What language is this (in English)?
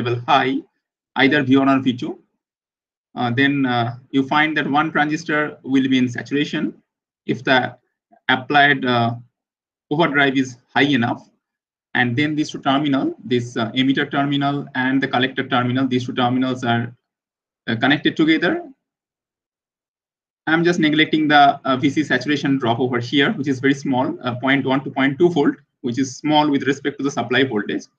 English